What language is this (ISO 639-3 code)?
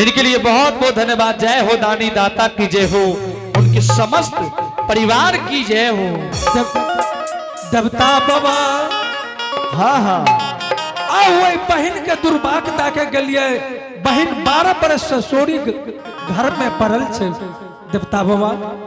anp